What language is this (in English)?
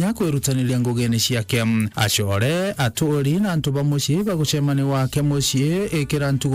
Meru